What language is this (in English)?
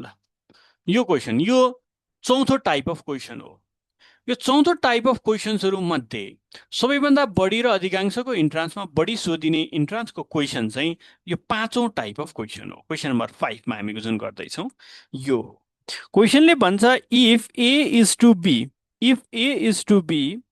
Nepali